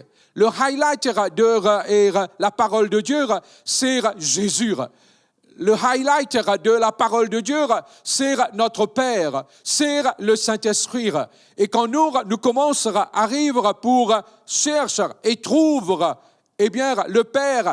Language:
Morisyen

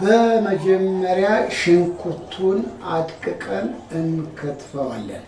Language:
Amharic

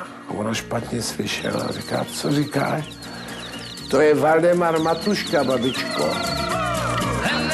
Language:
Czech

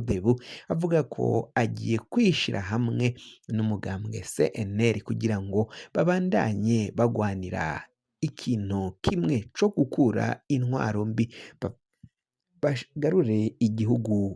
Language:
Rundi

